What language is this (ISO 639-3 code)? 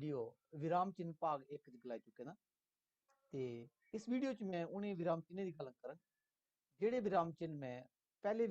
doi